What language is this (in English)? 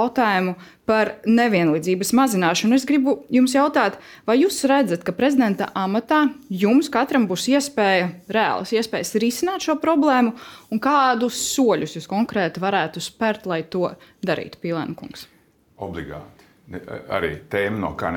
Latvian